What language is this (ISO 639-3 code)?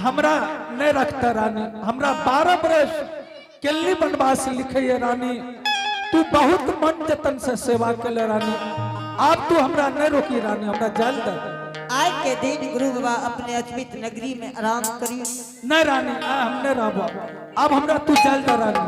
anp